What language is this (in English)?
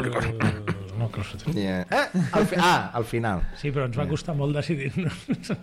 Catalan